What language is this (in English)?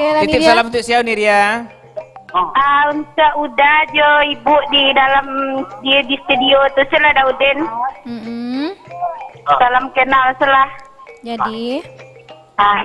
Minangkabau